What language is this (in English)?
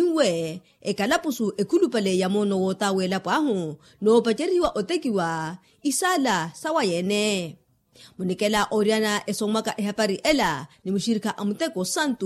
Makhuwa